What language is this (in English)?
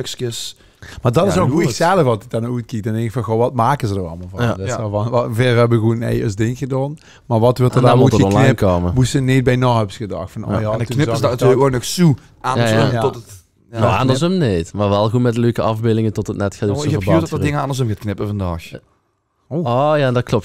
Limburgish